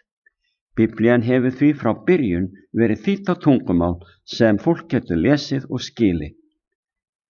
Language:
Icelandic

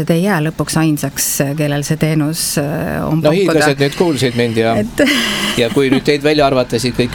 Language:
Estonian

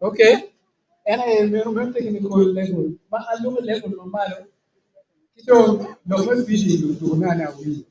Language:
Acoli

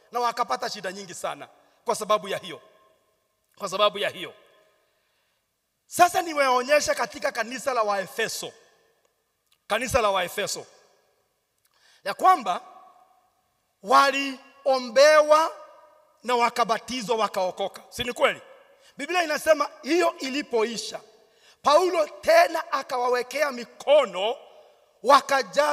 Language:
Swahili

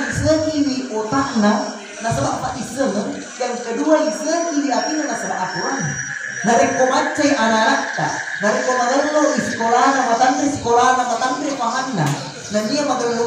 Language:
Buginese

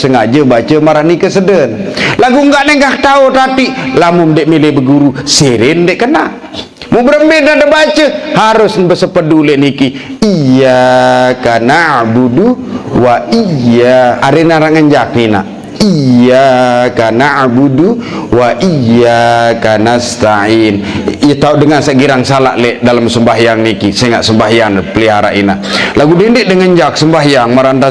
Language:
Sasak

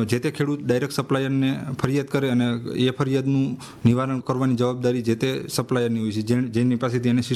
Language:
Gujarati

